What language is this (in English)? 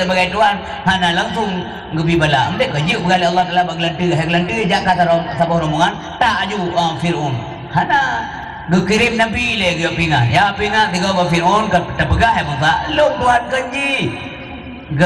Achinese